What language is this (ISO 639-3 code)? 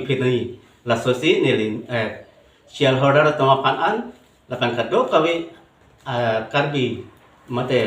mjw